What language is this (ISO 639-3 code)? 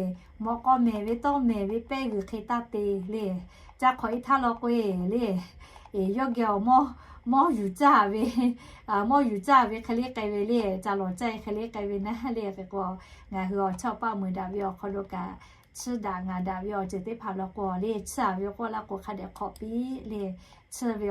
lhu